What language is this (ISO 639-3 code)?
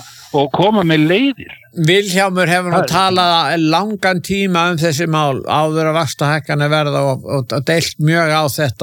isl